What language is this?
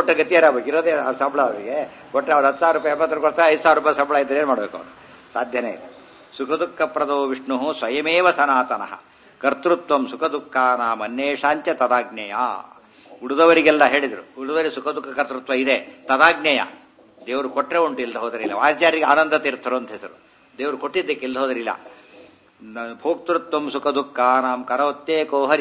Kannada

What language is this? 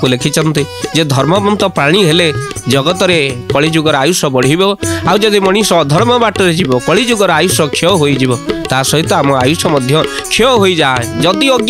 Odia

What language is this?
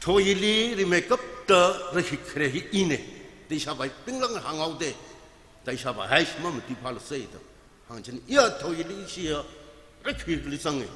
Tangkhul Naga (India)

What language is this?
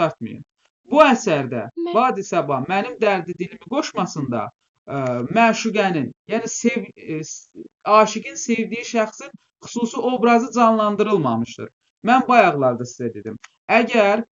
Azerbaijani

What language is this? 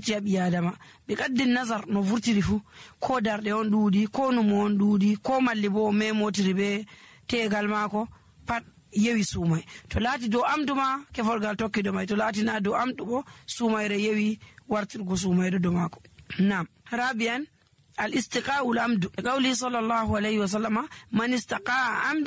Nigerian Fulfulde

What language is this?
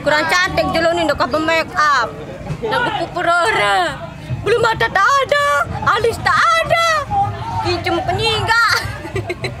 Sasak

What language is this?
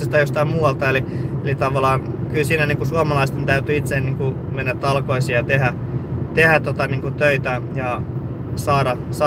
Finnish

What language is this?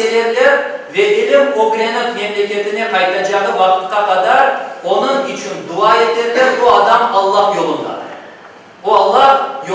Crimean Tatar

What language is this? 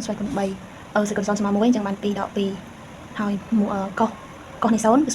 Khmer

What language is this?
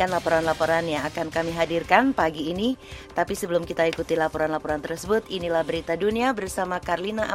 Indonesian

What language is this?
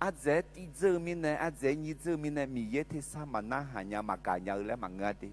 Akha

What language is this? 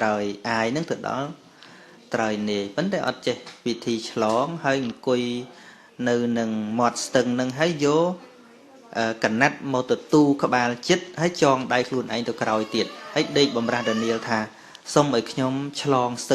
Khmer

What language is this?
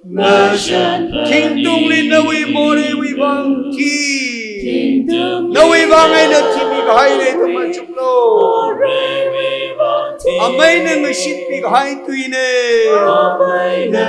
Tangkhul Naga (India)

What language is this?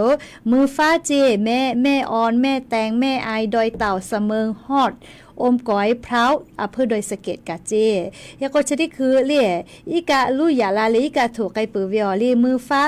Lahu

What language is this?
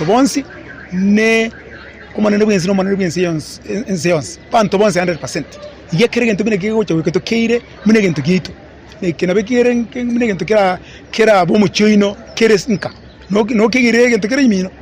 Gusii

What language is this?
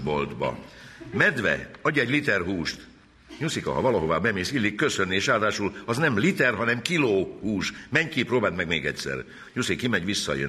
Hungarian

